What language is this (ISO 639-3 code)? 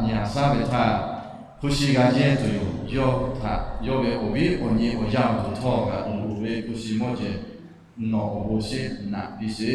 lhu